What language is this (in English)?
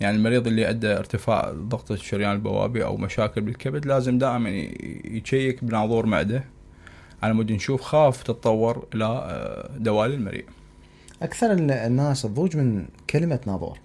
Mesopotamian Arabic